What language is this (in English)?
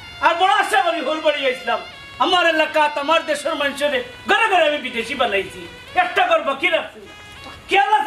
Sylheti